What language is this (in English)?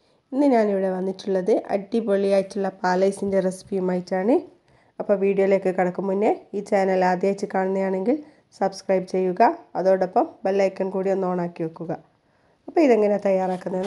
Malayalam